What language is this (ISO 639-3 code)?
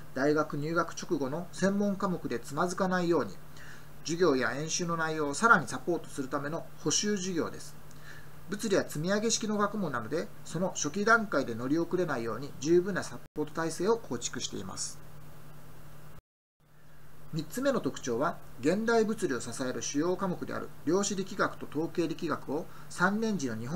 jpn